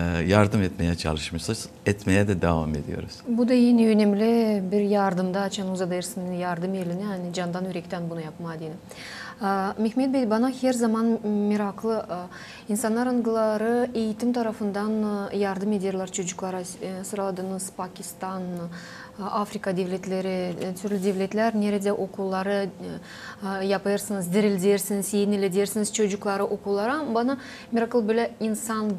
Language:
Gagauz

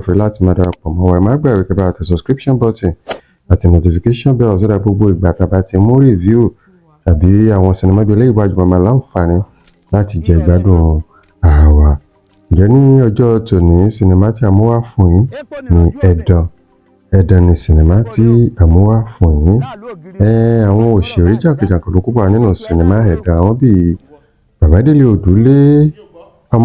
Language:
Yoruba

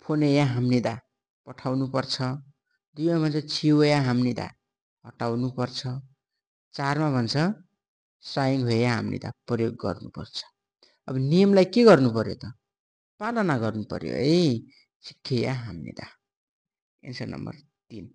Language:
Nepali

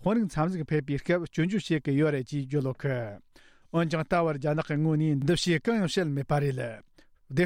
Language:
Tibetan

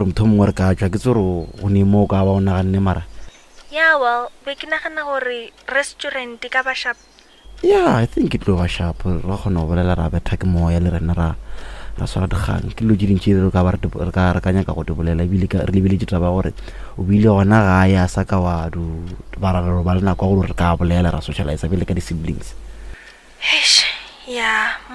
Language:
Northern Sotho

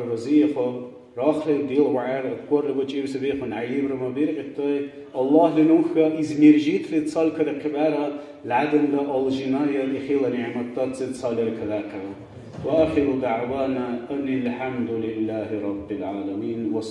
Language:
Dargwa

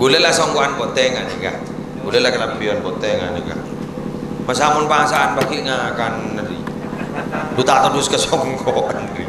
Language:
Madurese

